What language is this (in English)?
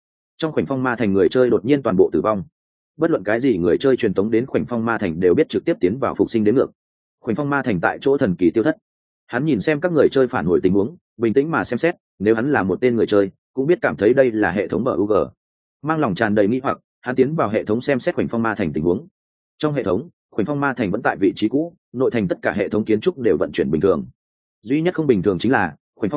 Vietnamese